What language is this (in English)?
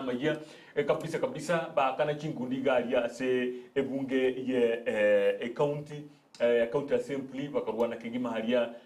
Gusii